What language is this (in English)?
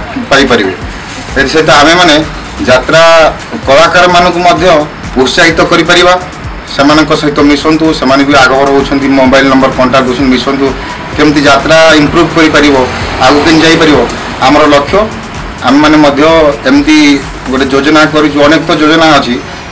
Odia